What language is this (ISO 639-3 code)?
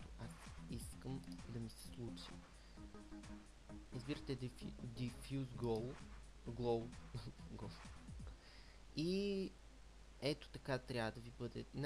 bul